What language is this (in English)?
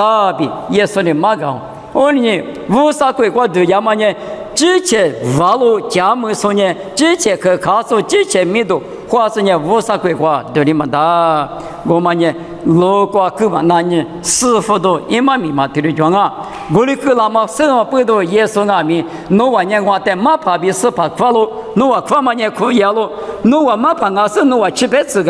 Lisu